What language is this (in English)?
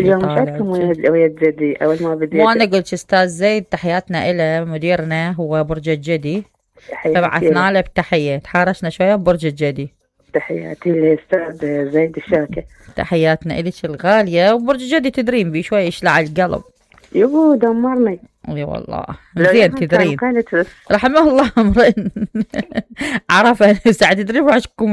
Mesopotamian Arabic